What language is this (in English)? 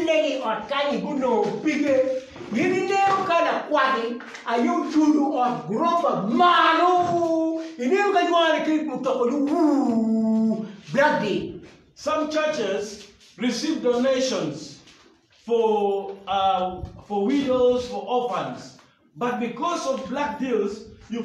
Acoli